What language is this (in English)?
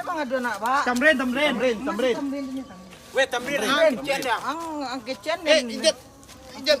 Minangkabau